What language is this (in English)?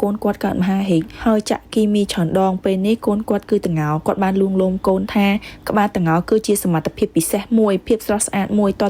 Khmer